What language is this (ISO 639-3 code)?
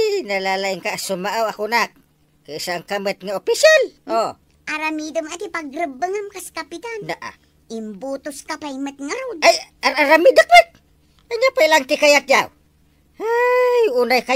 ilo